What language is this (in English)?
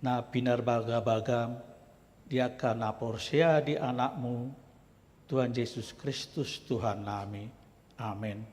Batak Toba